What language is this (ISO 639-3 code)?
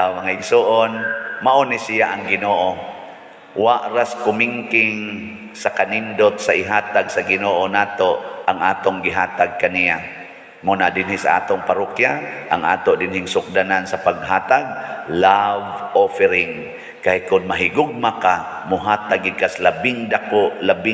ceb